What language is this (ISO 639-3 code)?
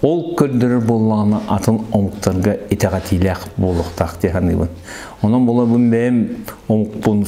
sah